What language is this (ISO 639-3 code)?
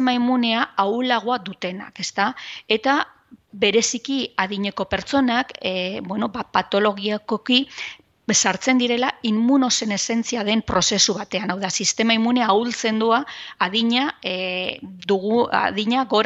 eus